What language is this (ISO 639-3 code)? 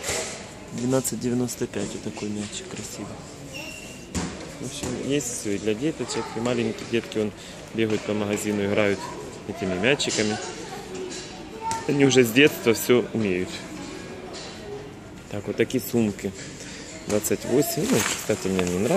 rus